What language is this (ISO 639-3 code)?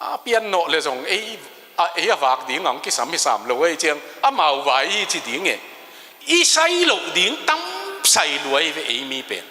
ctd